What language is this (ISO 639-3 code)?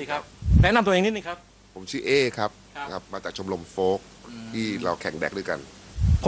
tha